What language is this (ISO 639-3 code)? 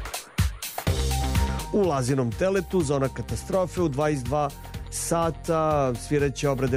srp